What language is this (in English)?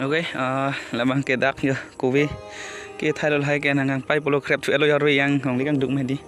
Karbi